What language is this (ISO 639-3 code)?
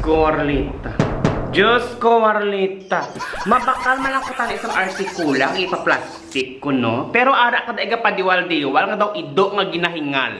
hil